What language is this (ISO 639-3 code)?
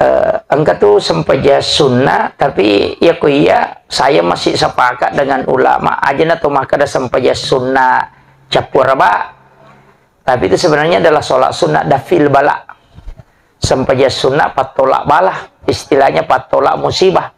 bug